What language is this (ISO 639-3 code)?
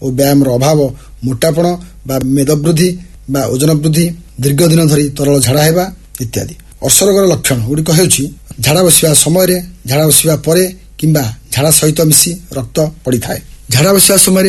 ori